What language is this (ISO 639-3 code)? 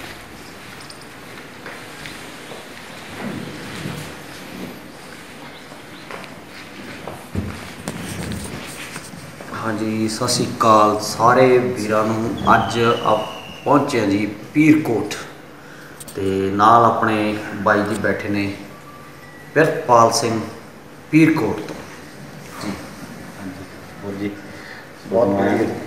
pan